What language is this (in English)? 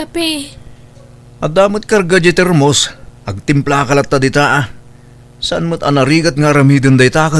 Iloko